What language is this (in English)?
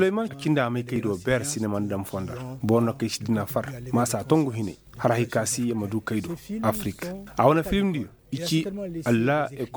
Koyraboro Senni